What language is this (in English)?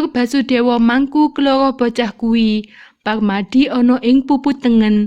Javanese